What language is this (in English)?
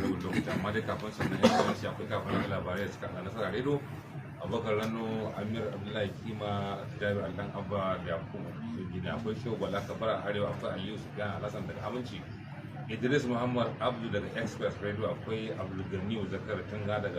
Hausa